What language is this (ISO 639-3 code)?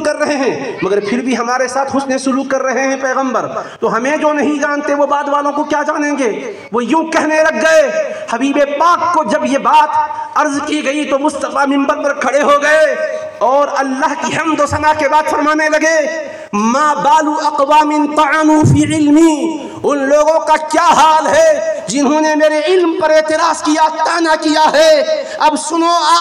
urd